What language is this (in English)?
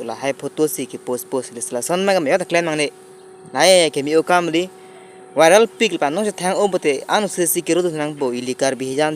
Karbi